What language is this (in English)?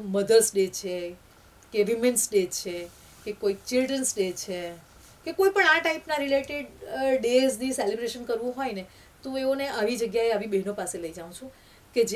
Gujarati